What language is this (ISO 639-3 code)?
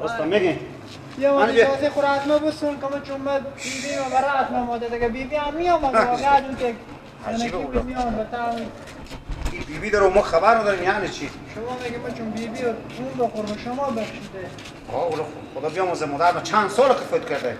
fas